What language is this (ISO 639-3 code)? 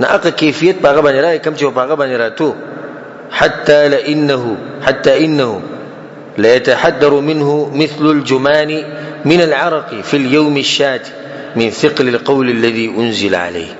pus